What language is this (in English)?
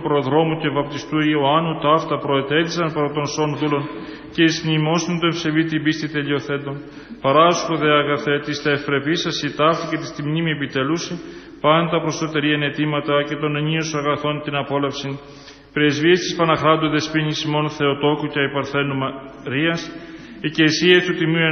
Greek